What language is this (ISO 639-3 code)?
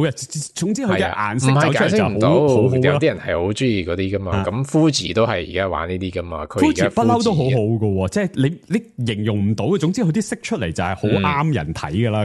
yue